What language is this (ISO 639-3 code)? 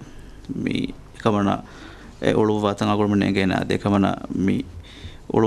div